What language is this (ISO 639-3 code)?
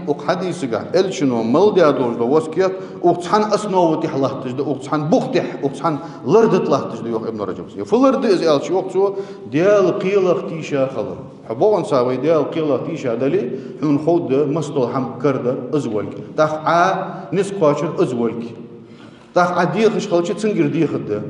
inh